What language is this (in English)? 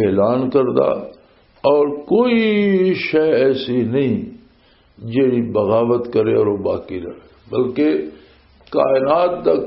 Western Panjabi